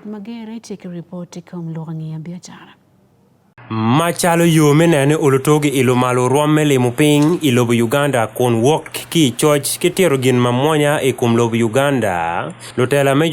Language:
Acoli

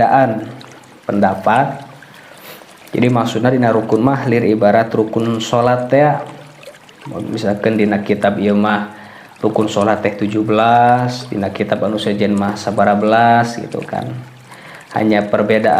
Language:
Sundanese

